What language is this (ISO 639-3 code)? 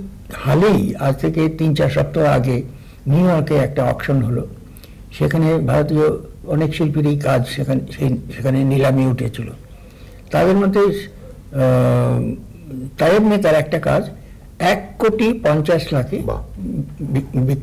ben